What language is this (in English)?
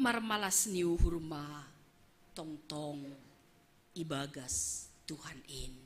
Batak Simalungun